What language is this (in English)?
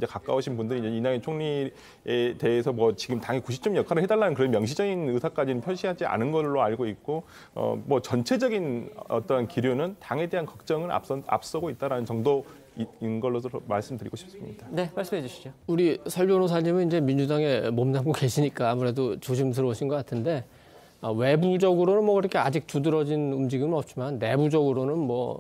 Korean